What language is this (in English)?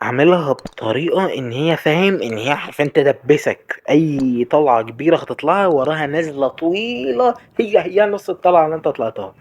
Egyptian Arabic